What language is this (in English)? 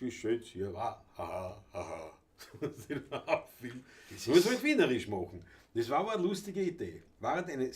Bavarian